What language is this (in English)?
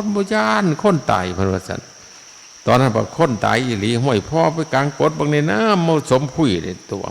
Northeastern Thai